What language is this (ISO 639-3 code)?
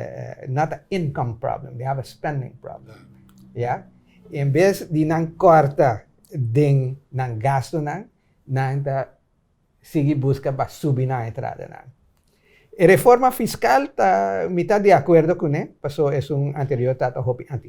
pap